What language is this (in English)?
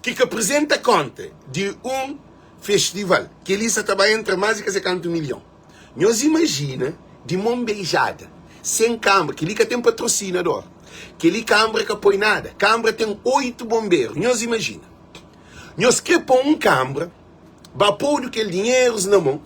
Kabuverdianu